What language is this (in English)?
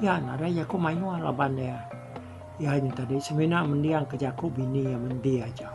Iban